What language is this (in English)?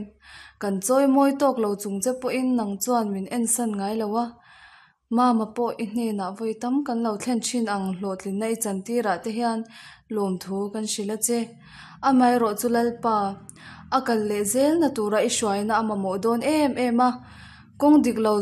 Mizo